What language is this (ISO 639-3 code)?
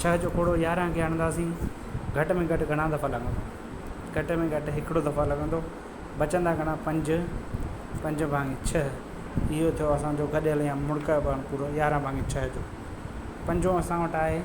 snd